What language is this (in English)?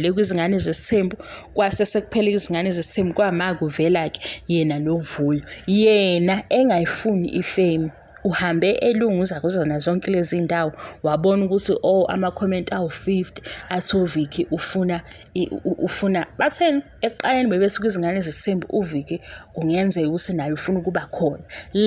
Zulu